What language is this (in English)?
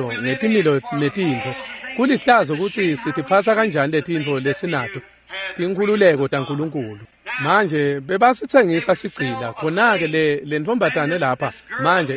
Swati